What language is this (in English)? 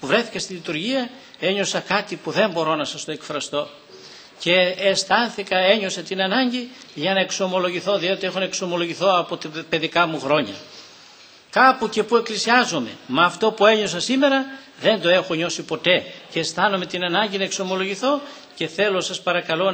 Greek